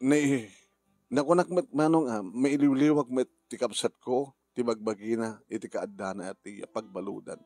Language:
Iloko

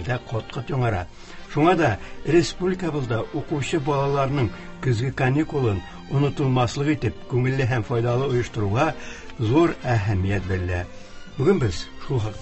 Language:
Tatar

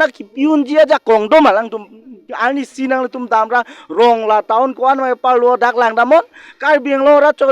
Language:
Karbi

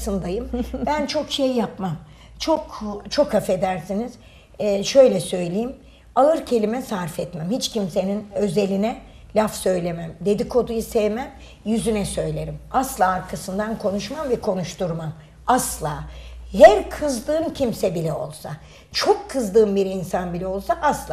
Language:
Turkish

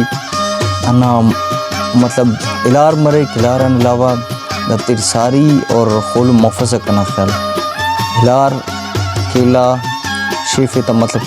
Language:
Brahui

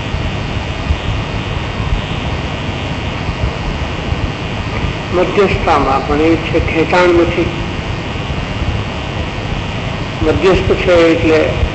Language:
Gujarati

